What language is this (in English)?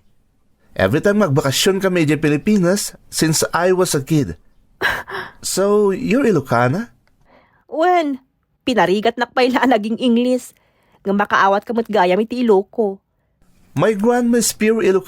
Iloko